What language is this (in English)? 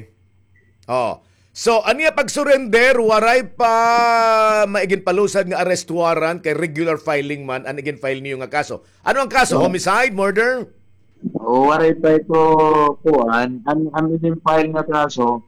Waray